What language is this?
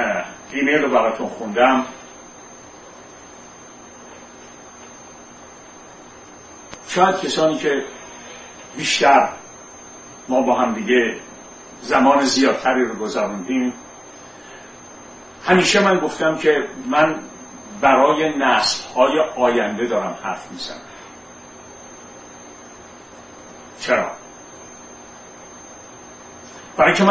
Persian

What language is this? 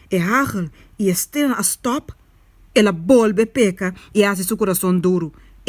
Papiamento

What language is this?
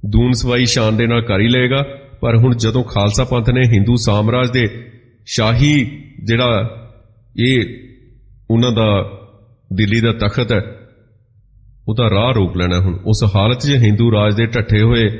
Punjabi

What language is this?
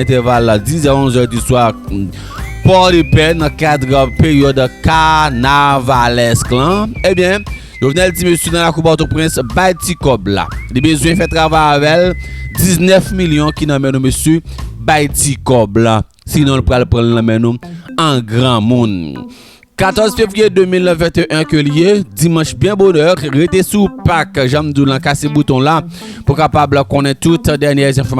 Haitian Creole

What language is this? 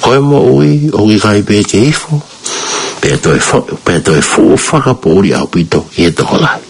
Tongan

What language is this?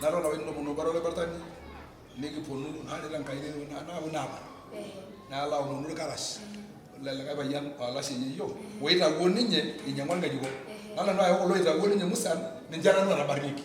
Masai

